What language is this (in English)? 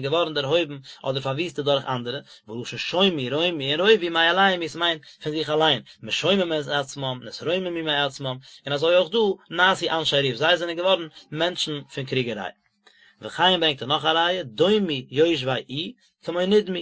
Yiddish